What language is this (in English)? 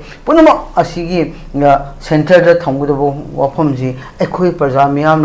Manipuri